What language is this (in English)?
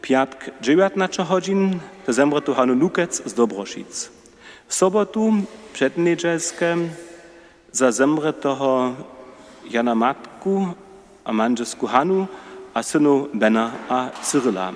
Upper Sorbian